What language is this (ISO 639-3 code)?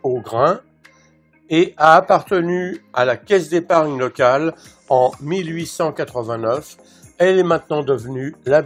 fra